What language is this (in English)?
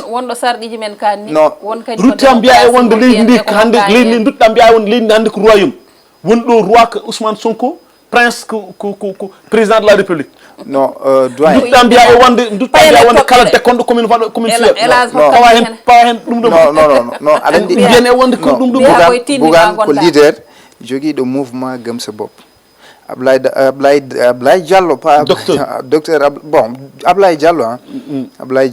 Fula